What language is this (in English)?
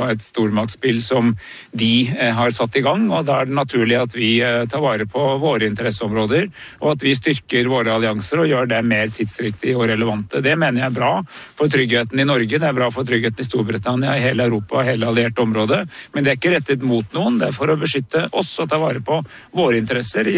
Norwegian